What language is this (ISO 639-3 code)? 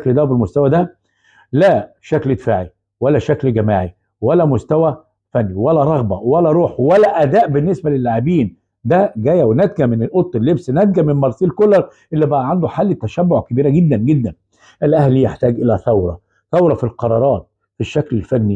arz